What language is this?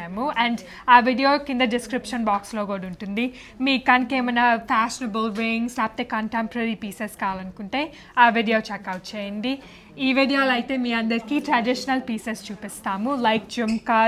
Telugu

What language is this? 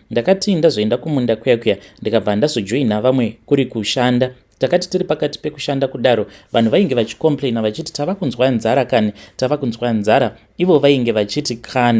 Shona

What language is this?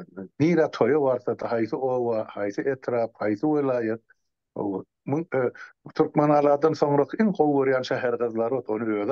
Turkmen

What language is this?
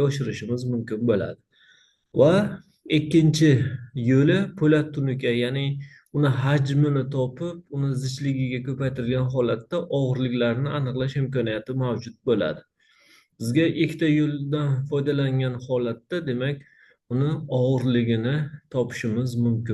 Uzbek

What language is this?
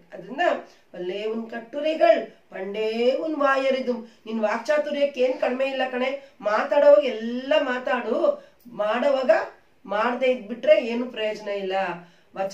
Kannada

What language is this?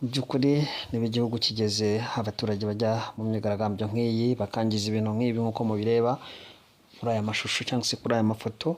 Kinyarwanda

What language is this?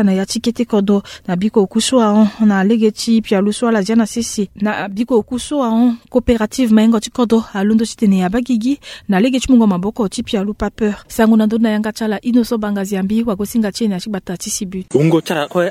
Sango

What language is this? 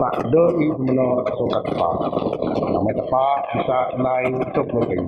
Biatah Bidayuh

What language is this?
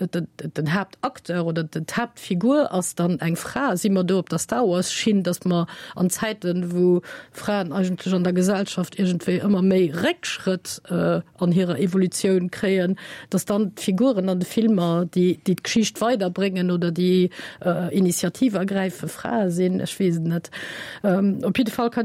Luxembourgish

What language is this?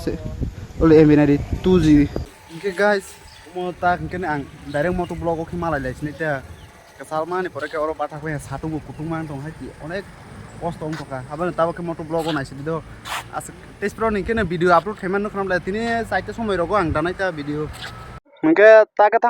Kok Borok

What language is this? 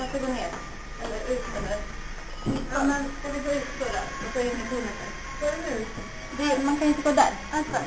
Swedish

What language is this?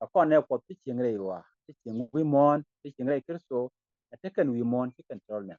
Nuer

